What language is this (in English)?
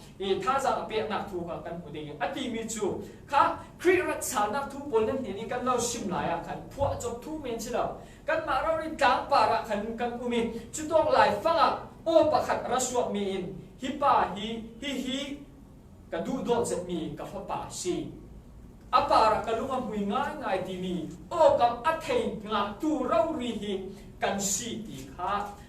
Falam Chin